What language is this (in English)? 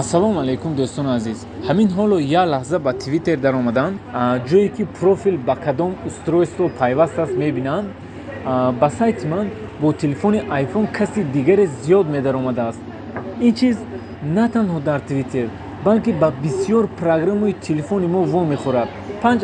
Tajik